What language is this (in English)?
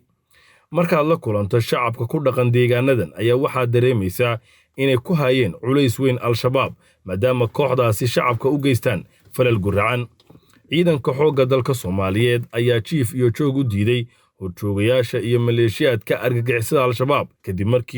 Somali